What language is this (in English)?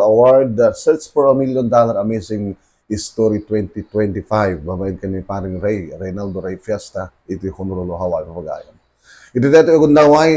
Iloko